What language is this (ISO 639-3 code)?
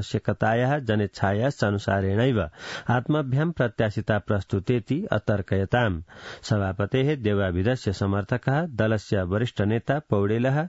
san